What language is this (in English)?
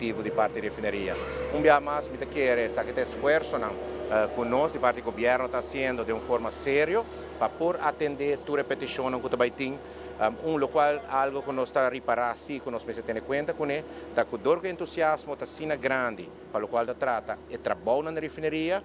Papiamento